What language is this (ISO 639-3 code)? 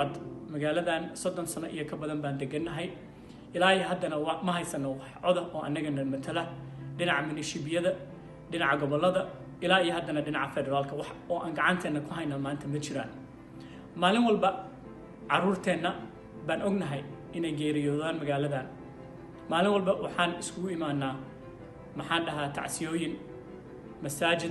som